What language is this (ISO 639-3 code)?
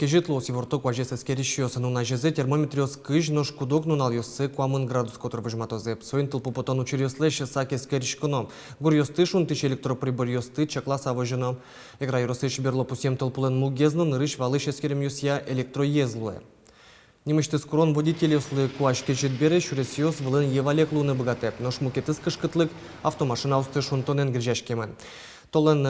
udm